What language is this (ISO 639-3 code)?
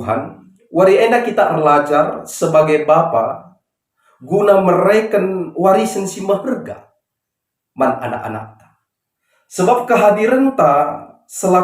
btx